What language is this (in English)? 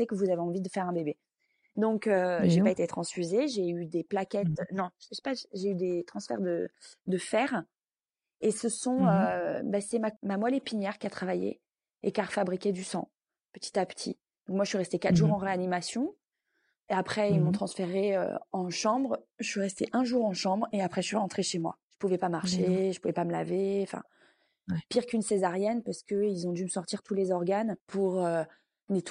French